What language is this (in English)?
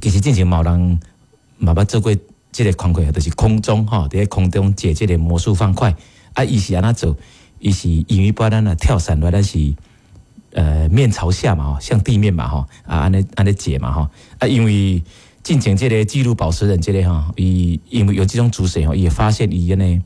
Min Nan Chinese